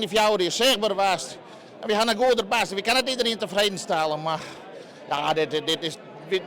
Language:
Western Frisian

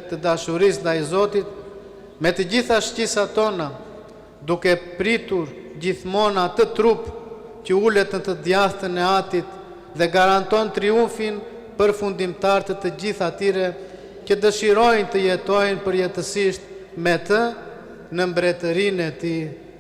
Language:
Albanian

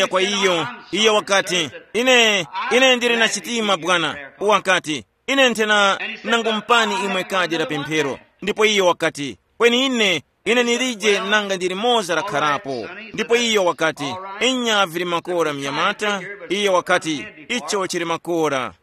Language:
Tumbuka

